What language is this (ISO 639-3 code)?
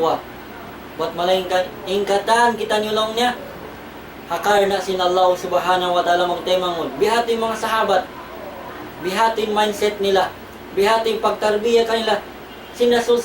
tsg